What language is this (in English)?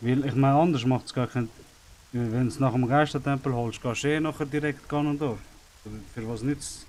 Swiss German